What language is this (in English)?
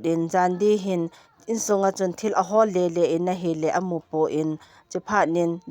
Thado Chin